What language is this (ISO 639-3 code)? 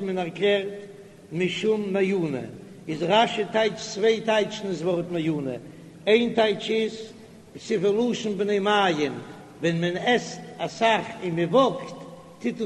yid